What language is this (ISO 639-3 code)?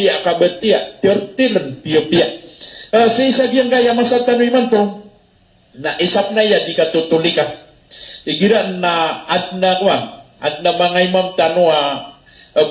mrw